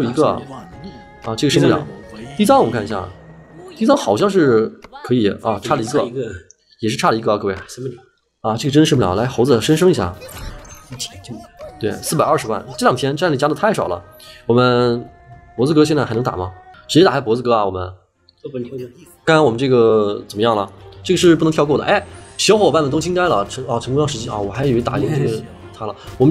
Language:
Chinese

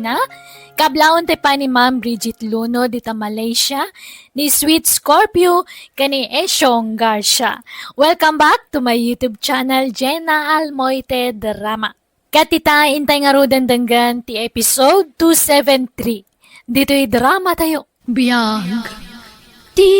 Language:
Iloko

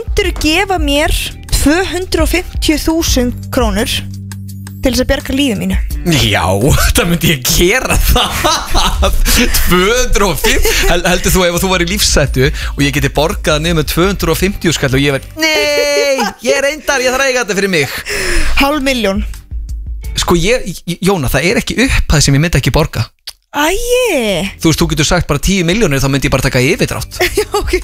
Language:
Icelandic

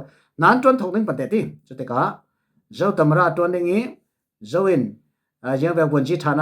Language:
Falam Chin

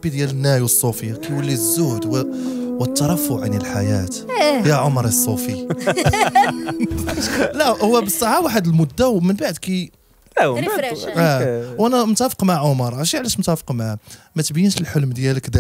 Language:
Moroccan Arabic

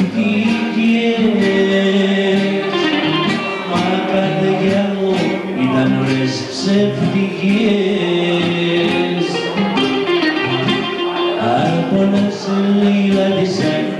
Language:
Greek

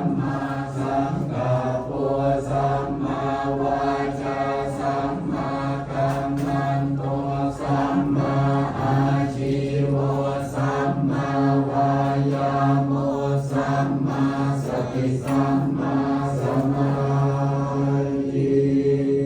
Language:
Pali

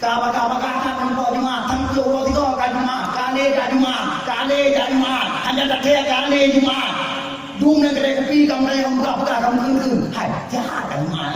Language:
Achinese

